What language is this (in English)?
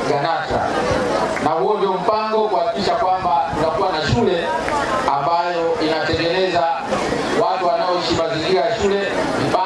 Swahili